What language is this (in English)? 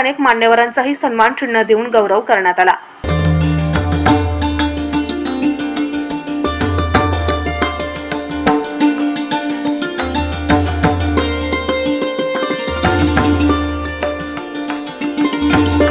Marathi